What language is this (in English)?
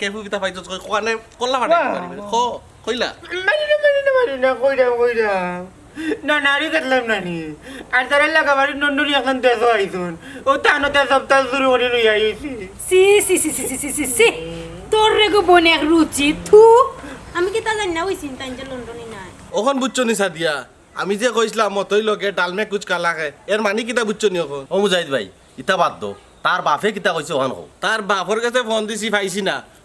Sylheti